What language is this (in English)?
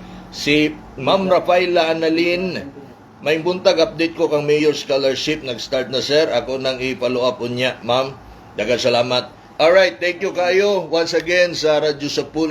Cebuano